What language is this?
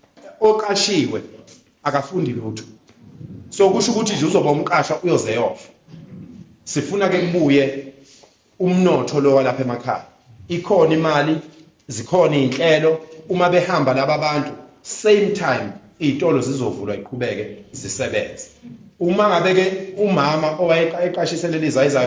Zulu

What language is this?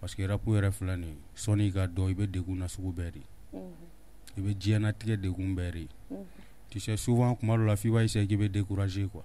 Bambara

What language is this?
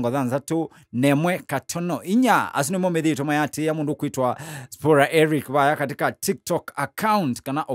Kamba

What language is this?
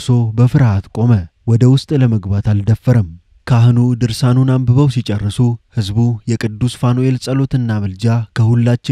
Amharic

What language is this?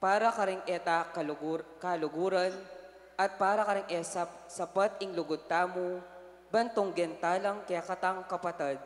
Pampanga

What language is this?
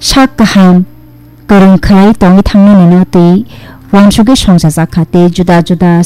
Kok Borok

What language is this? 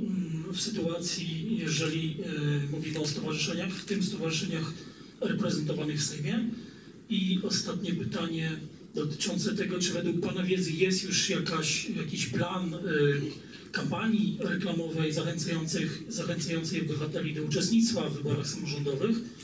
Polish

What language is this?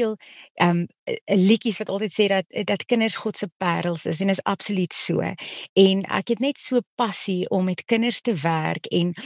Afrikaans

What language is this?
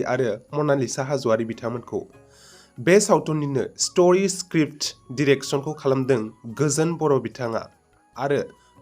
Bodo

